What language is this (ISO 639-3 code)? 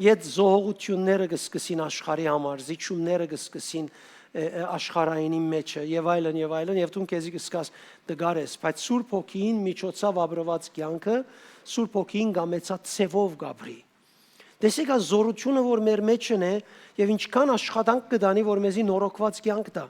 hyw